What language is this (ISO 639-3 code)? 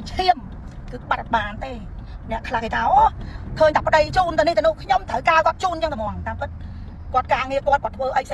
khm